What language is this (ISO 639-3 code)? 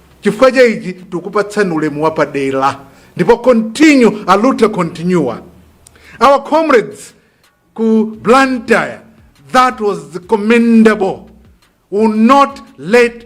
nya